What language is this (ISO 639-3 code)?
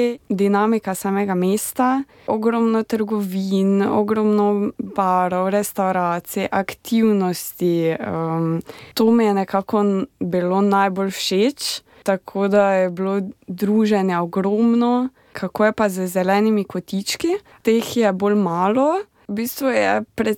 slv